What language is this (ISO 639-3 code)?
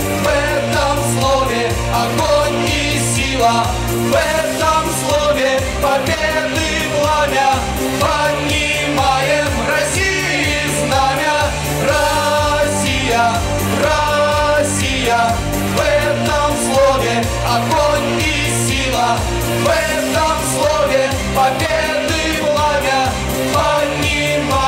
rus